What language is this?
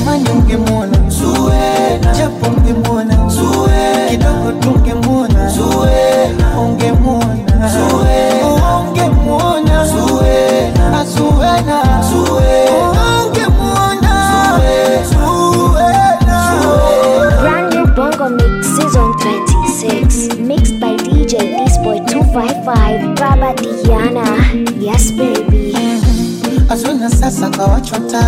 Swahili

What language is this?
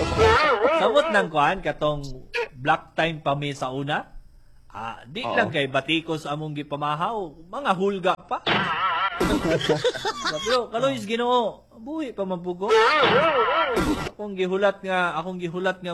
Cebuano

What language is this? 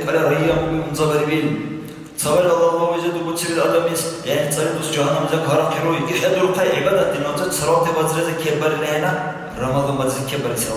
Dargwa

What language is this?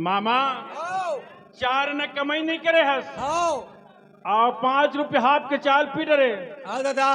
Chhattisgarhi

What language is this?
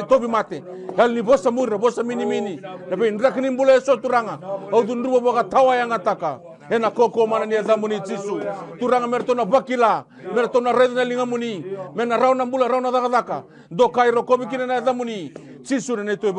Fijian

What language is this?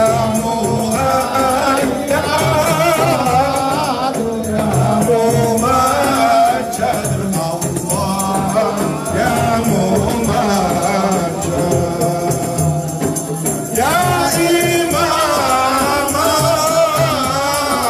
Arabic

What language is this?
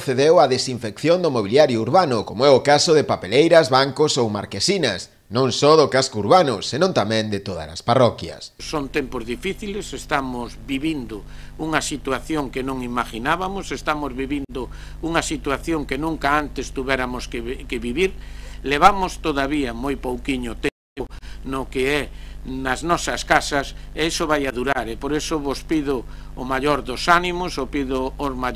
Galician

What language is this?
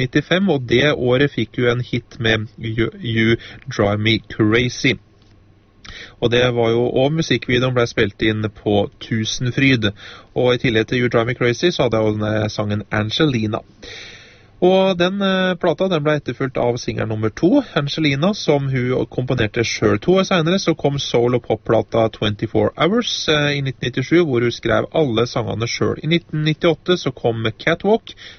Norwegian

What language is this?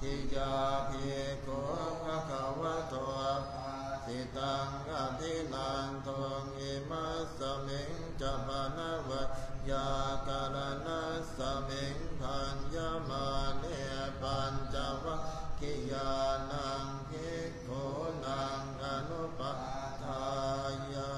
Pali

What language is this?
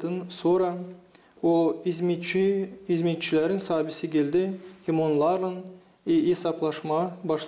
Gagauz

